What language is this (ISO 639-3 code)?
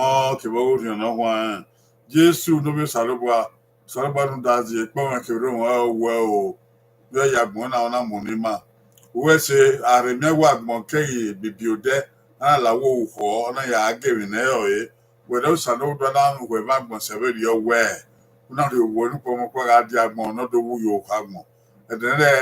bin